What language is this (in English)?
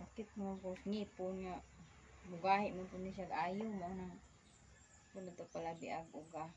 Cebuano